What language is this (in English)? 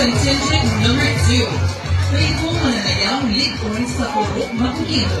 Hiligaynon